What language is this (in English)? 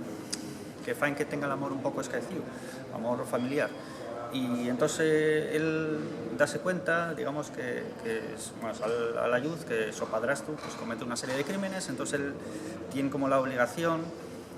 Asturian